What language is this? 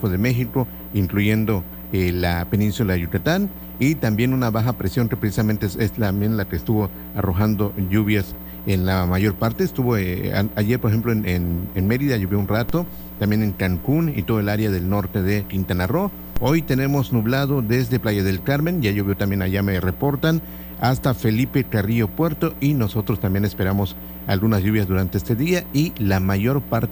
Spanish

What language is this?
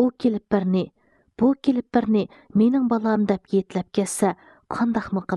Uyghur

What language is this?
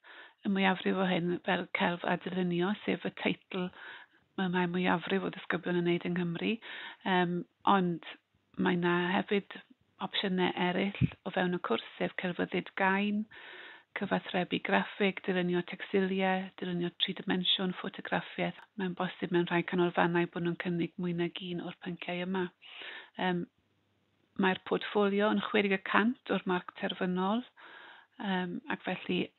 Welsh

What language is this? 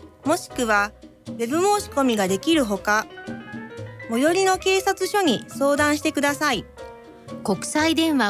Japanese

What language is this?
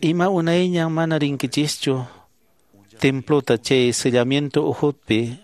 Quechua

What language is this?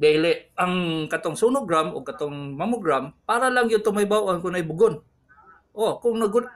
Cebuano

